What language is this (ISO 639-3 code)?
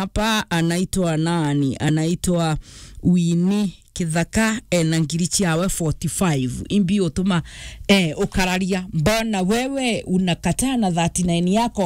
mer